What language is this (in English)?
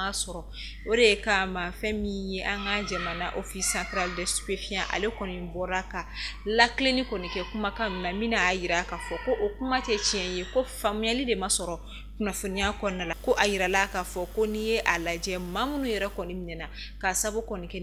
Bambara